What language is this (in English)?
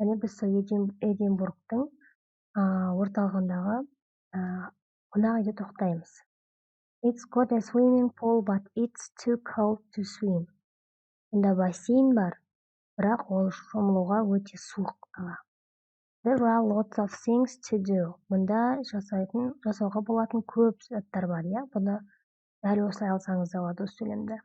Kazakh